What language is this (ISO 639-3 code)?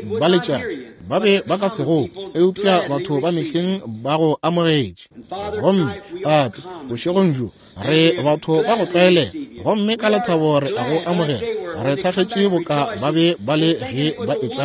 nso